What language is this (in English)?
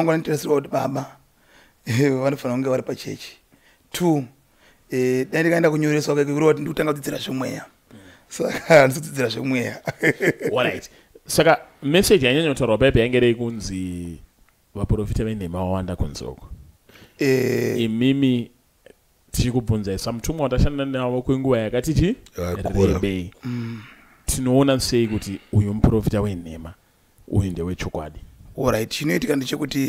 Shona